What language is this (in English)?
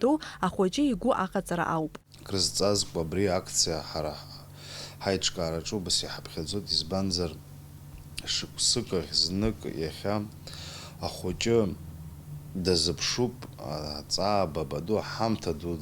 Abkhazian